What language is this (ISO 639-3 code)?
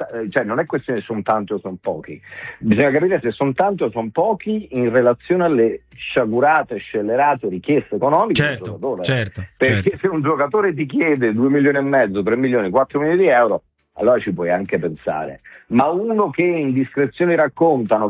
ita